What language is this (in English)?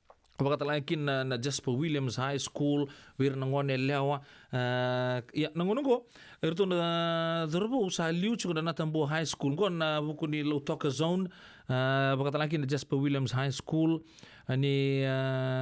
Fijian